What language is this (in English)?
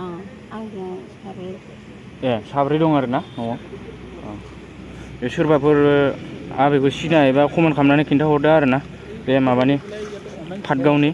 Bodo